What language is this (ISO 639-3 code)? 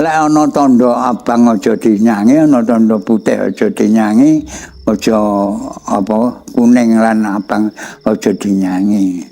jav